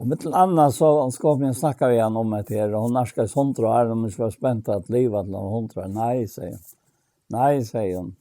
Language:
Faroese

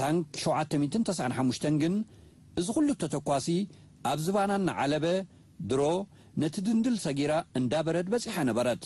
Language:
Tigrinya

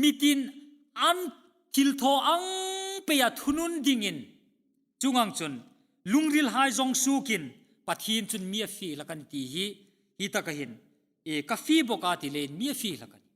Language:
Hmar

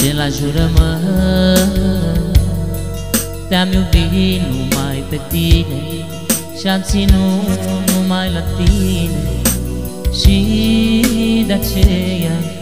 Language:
Romanian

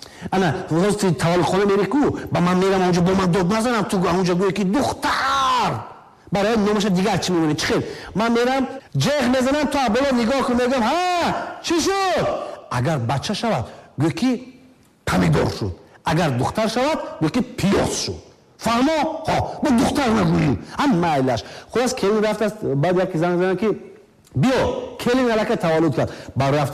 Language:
Tajik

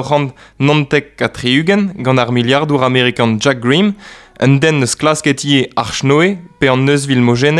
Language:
Breton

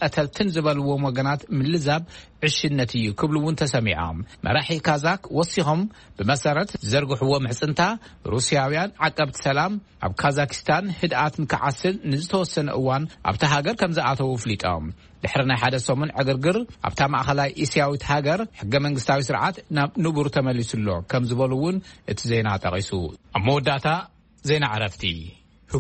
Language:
Tigrinya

